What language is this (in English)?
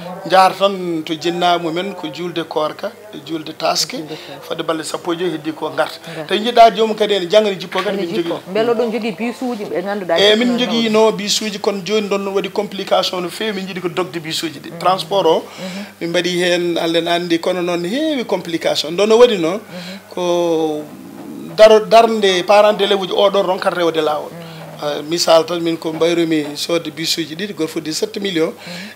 Fula